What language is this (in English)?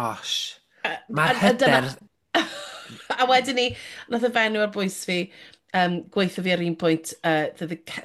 Welsh